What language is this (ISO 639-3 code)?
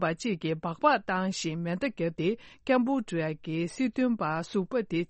bod